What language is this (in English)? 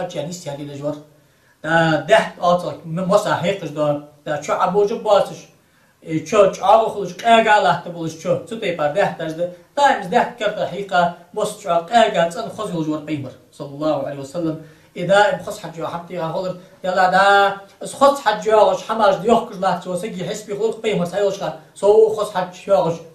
Ingush